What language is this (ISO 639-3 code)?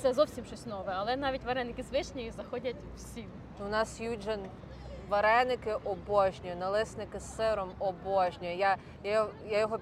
ukr